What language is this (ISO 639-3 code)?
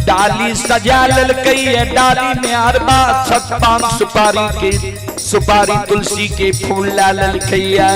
mai